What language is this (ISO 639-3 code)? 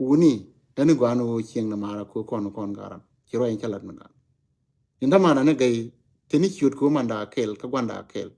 nus